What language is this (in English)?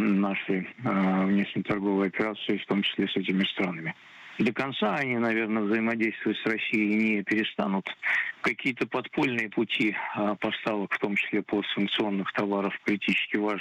Russian